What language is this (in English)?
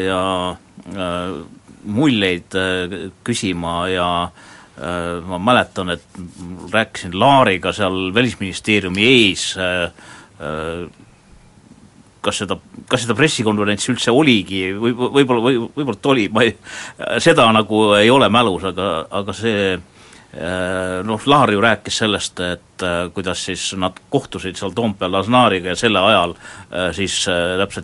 Estonian